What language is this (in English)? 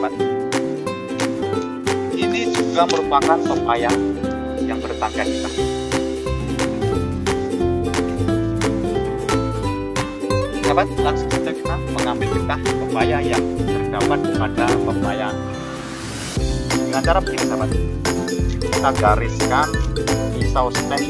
Indonesian